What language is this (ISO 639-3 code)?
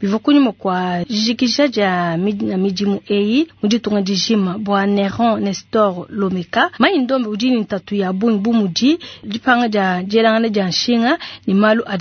lua